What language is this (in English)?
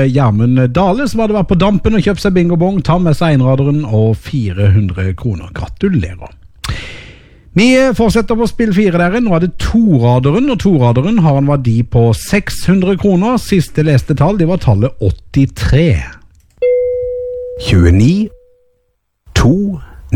Norwegian